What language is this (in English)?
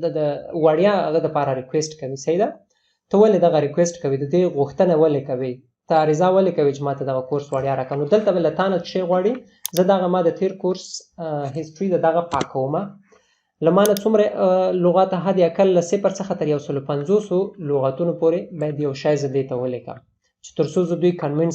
Pashto